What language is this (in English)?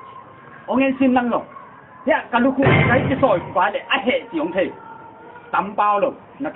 Tedim Chin